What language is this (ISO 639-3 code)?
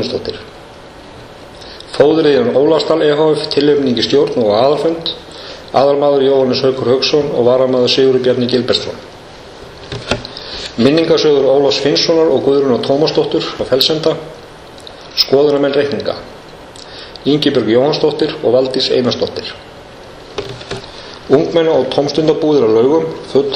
isl